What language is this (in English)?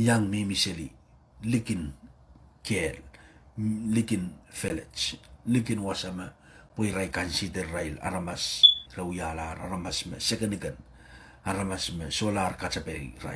Pohnpeian